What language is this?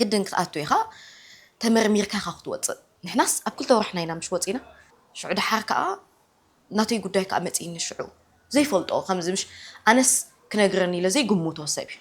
Tigrinya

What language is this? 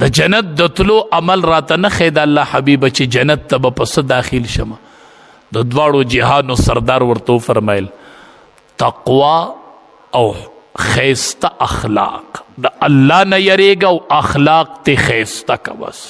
Pashto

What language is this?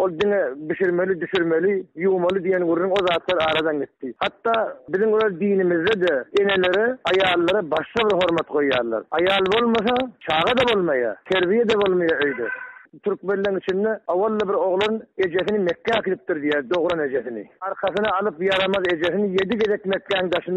Turkmen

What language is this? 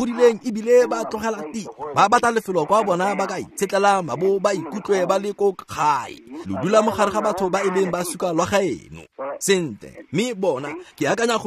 Tswana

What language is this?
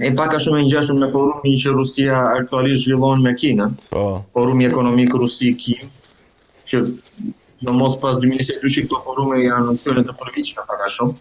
Albanian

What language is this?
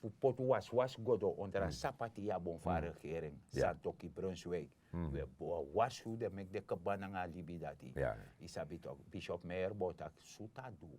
Sranan Tongo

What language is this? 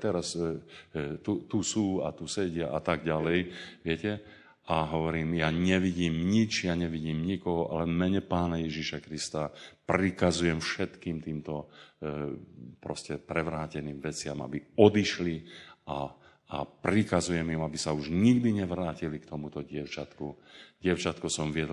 Slovak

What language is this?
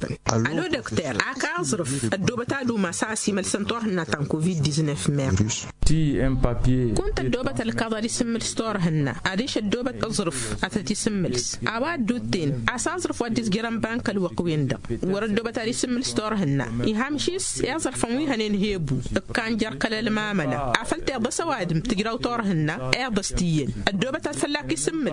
Tamasheq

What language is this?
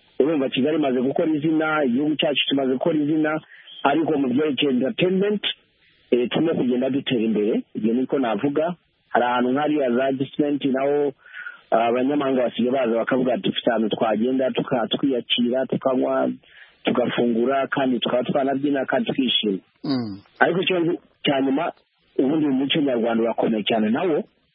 Kinyarwanda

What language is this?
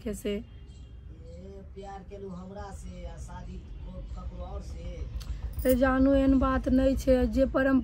Maithili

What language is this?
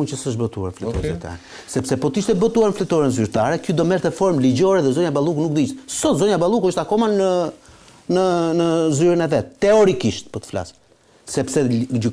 Albanian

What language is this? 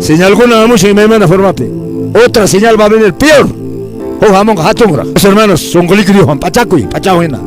Quechua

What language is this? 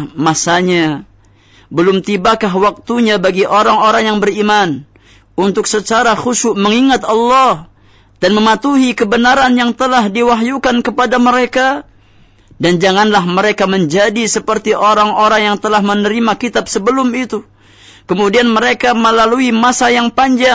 Indonesian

